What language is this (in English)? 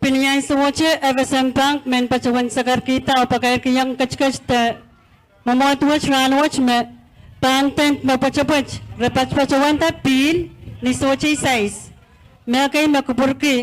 Pohnpeian